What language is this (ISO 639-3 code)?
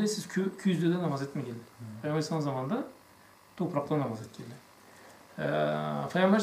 krc